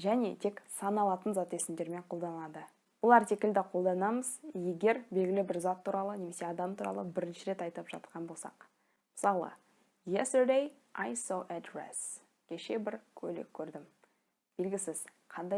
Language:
Kazakh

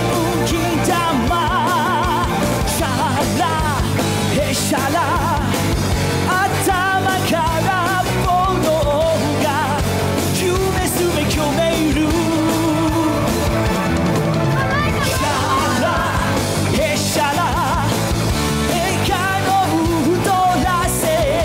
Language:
Japanese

